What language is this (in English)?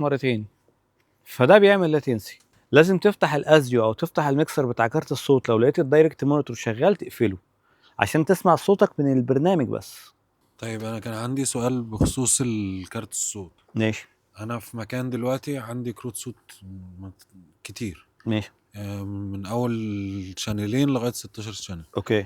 Egyptian Arabic